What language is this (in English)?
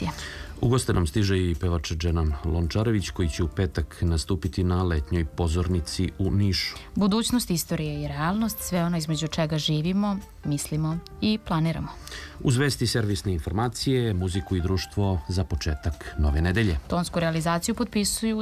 Serbian